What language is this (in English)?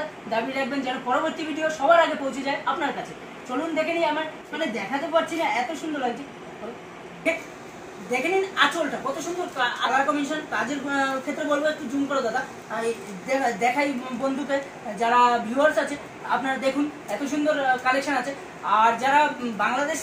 Bangla